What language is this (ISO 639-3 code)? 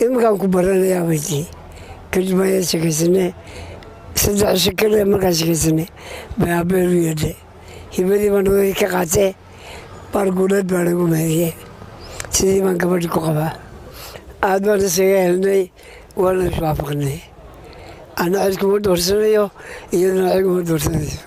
som